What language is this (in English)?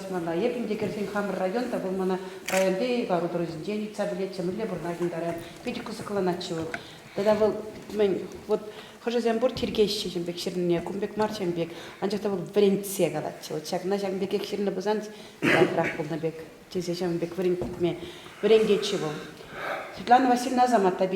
Chuvash